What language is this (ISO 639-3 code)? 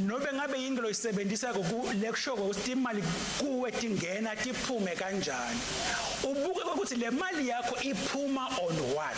ssw